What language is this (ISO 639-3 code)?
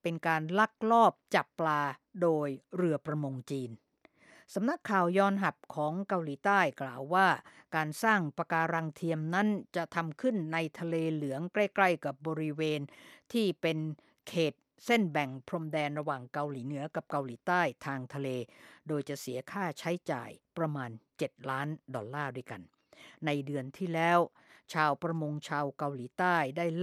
tha